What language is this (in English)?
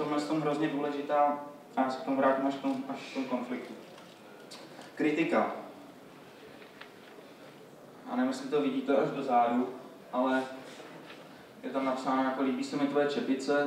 Czech